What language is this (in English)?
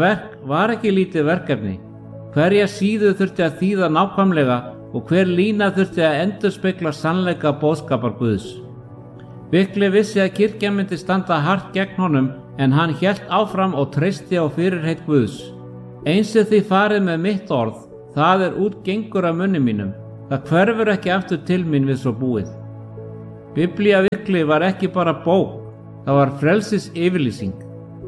Icelandic